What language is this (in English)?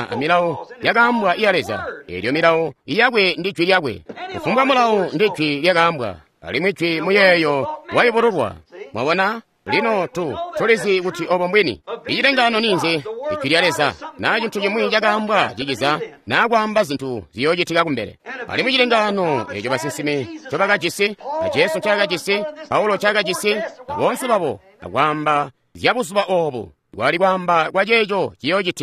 Tonga (Zambia)